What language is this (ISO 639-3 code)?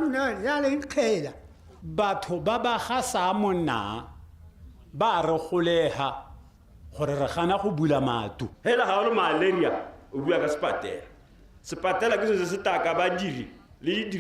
tsn